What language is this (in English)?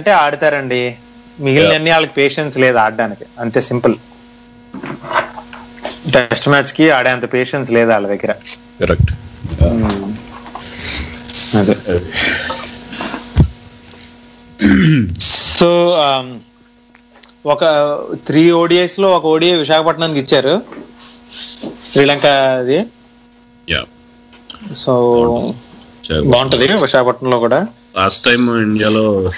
Telugu